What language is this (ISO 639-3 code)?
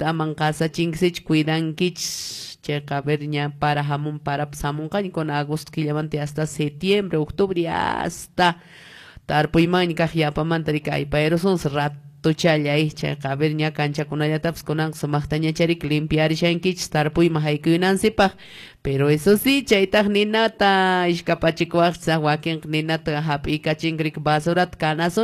que